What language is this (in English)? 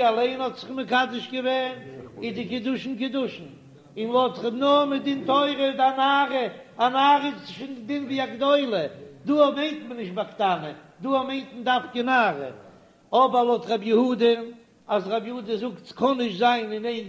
Yiddish